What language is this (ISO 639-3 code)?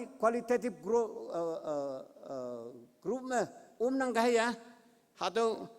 nbe